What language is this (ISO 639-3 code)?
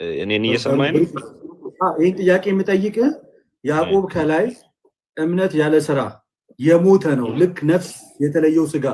amh